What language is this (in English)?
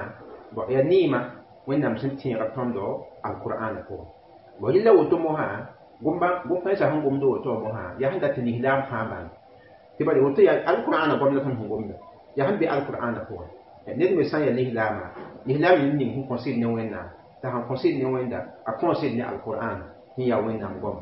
Mossi